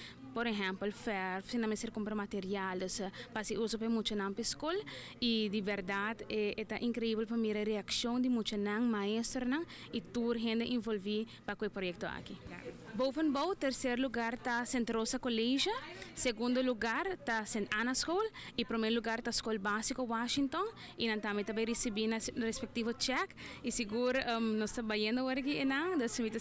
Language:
Papiamento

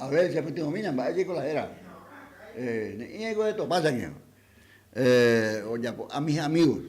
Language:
Guarani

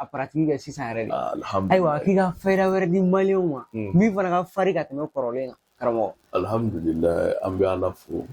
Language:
Bambara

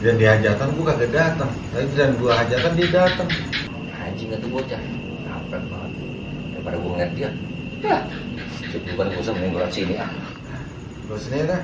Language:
Betawi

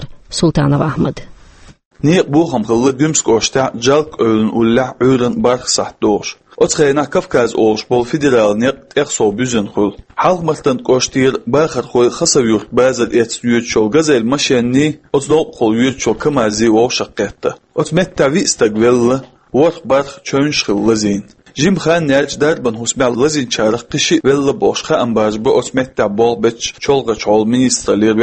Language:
Chechen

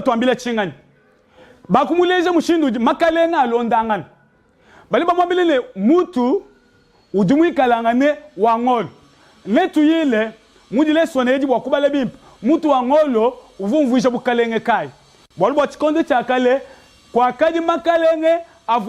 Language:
Luba-Lulua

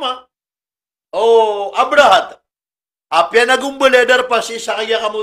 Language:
Maranao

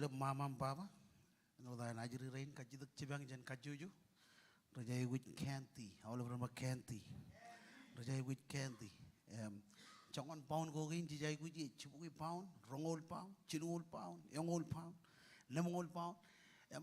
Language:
Marshallese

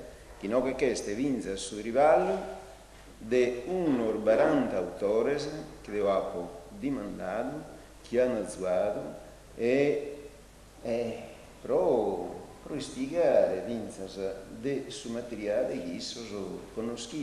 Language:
Sardinian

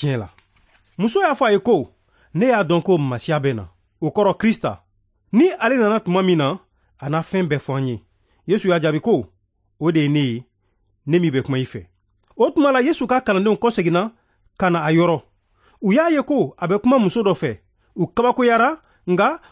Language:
Bambara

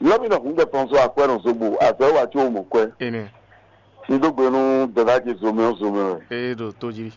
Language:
Fon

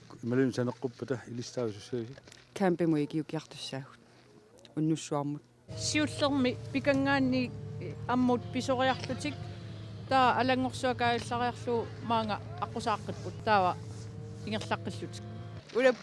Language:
Kalaallisut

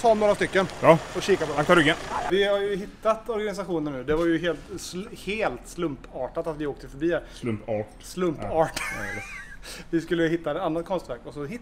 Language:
Swedish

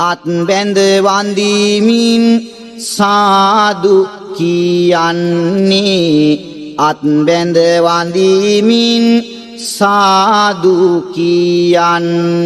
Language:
Sinhala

